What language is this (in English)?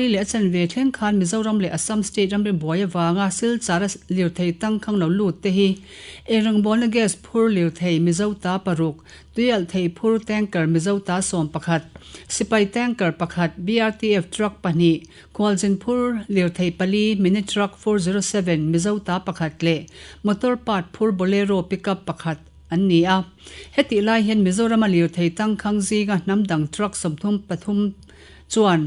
Mizo